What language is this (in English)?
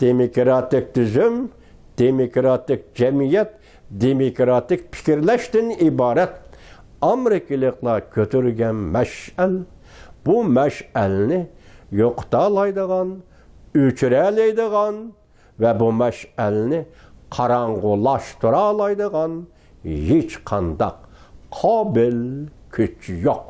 Uyghur